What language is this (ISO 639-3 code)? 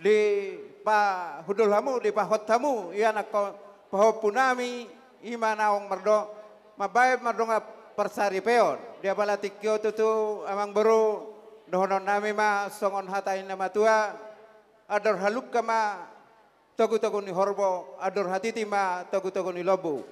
bbc